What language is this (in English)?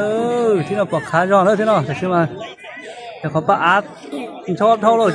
Hmong